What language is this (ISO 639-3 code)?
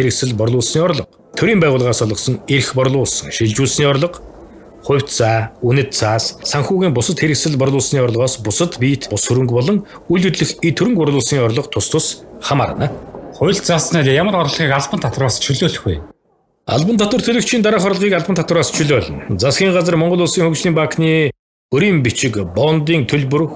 mon